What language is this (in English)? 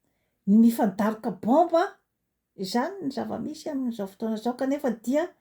Malagasy